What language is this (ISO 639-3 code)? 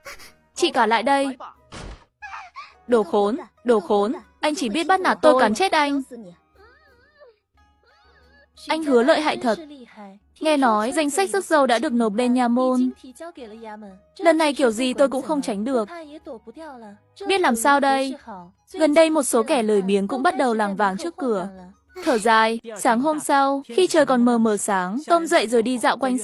vie